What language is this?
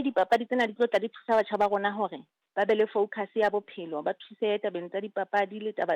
Southern Sotho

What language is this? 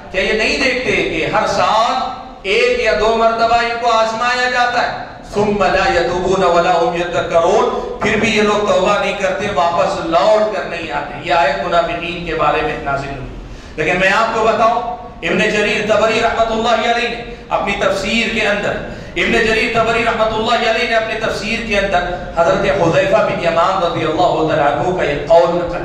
Urdu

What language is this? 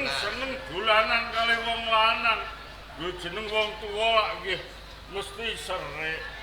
Javanese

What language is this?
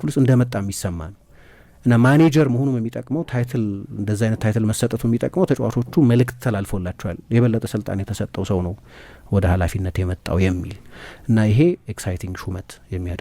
Amharic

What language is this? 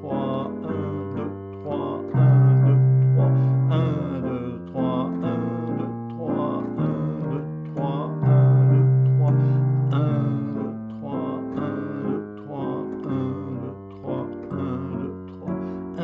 French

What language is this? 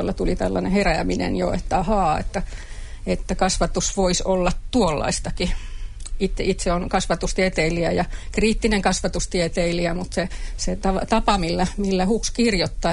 Finnish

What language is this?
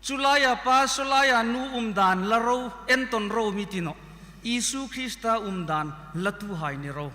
Hmar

